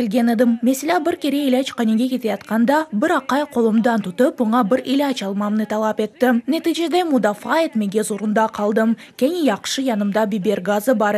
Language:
Crimean Tatar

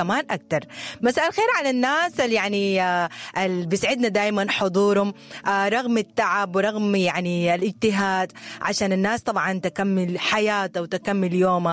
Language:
Sudanese Arabic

